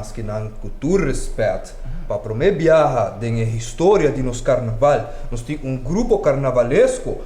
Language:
Papiamento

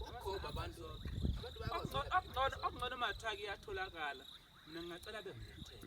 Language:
Zulu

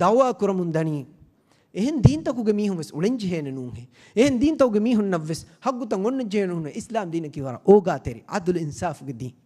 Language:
Divehi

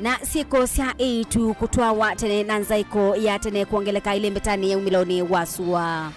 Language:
Kamba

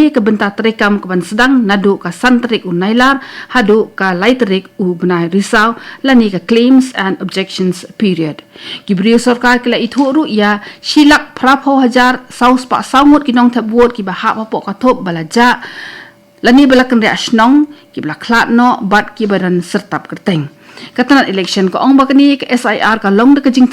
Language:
Khasi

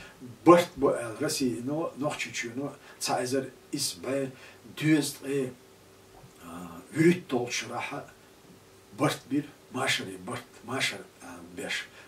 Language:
Chechen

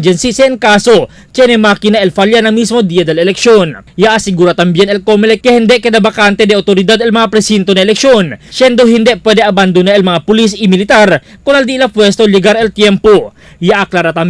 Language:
Chavacano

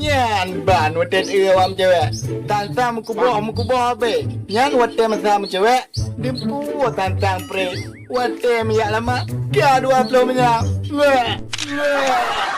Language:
Achinese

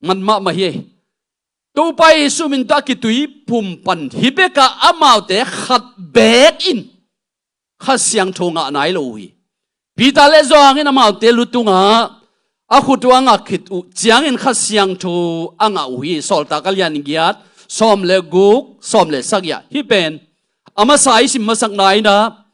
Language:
Tedim Chin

